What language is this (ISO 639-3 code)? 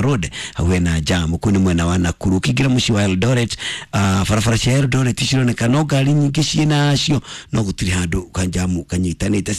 kik